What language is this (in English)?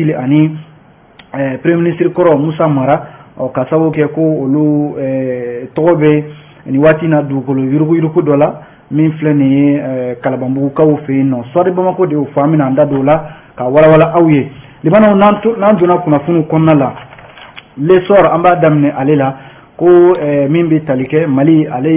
Bambara